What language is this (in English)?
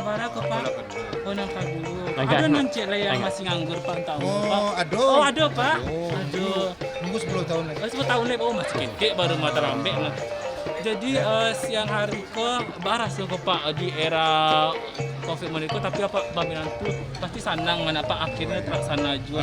Minangkabau